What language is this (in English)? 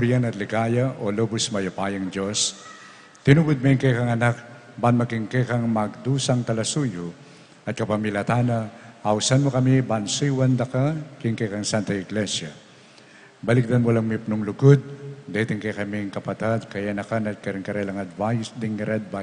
Pampanga